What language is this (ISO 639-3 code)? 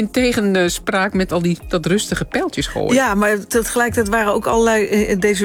nld